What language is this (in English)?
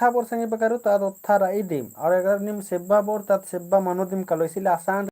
Kurukh